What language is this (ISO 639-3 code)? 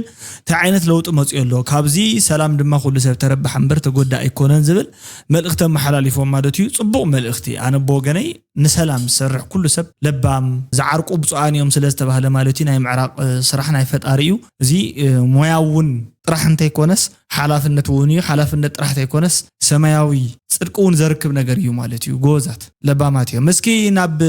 tir